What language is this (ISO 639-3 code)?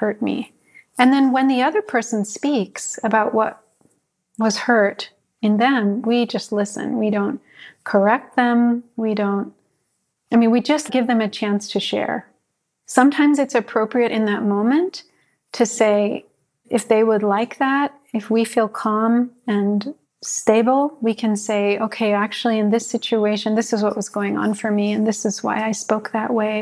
eng